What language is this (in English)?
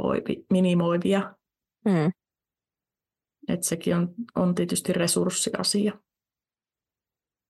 Finnish